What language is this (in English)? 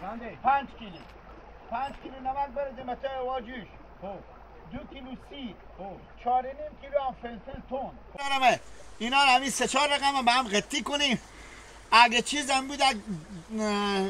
Hazaragi